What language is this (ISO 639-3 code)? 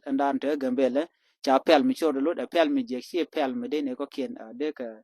nus